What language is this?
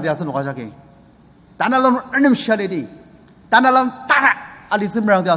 Ao Naga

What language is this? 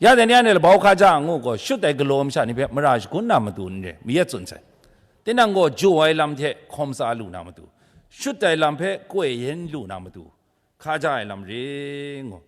Kachin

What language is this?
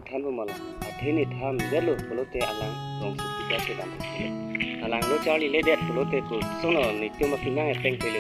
Karbi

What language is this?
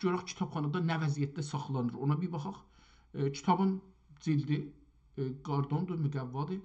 South Azerbaijani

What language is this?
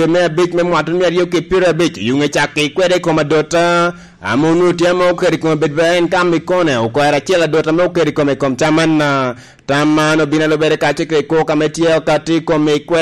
Lango (Uganda)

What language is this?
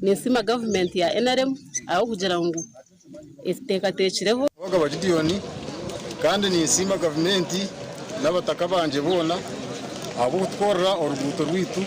Nyankole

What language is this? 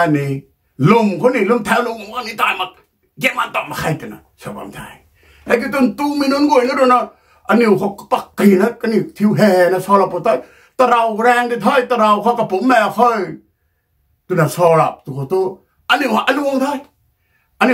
Rongmei Naga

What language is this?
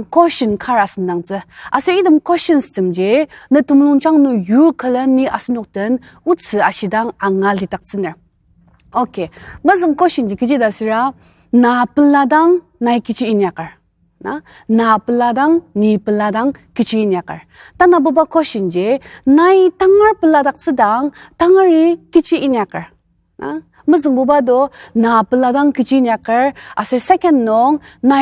Ao Naga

